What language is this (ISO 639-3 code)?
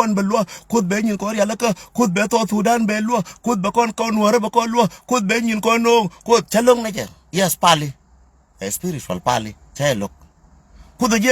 nus